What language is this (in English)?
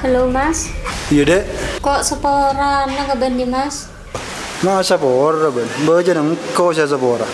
Madurese